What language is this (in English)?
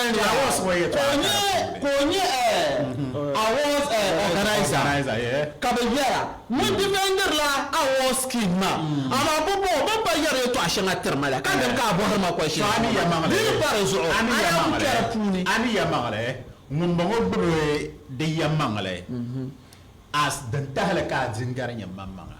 Dagbani